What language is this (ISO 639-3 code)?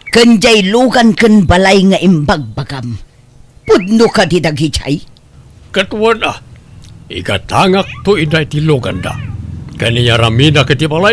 ilo